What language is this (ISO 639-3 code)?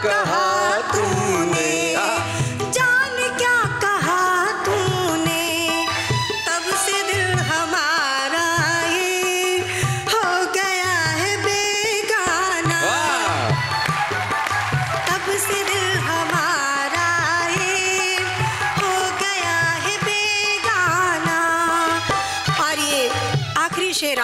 hin